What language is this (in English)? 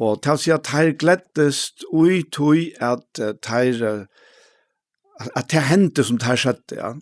Faroese